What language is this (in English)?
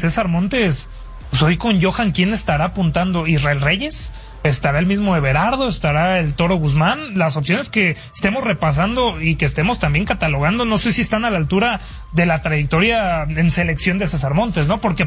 Spanish